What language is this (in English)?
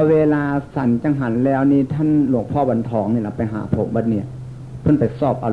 Northeastern Thai